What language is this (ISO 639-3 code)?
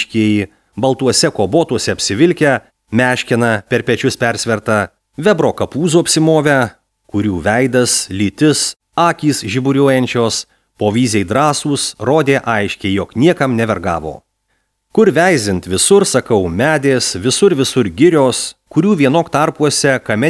lit